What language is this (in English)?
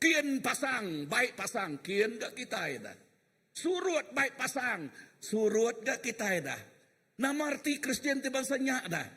Iban